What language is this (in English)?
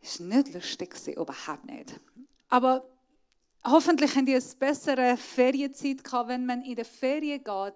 Swiss German